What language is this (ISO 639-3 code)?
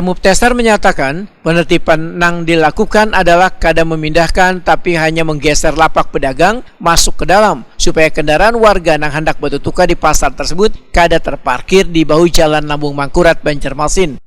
bjn